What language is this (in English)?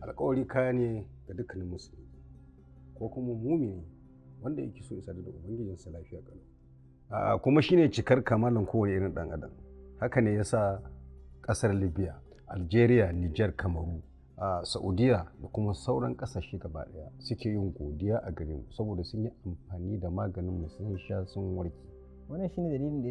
Hausa